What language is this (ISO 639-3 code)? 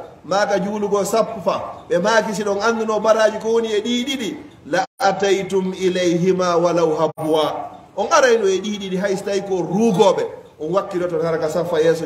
ful